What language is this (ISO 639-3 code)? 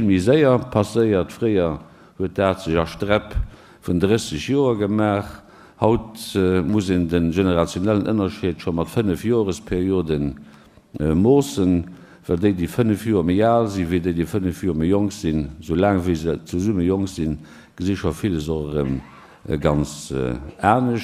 ltz